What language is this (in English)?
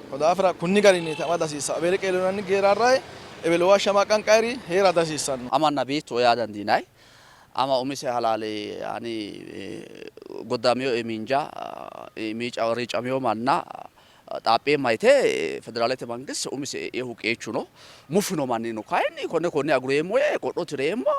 Sidamo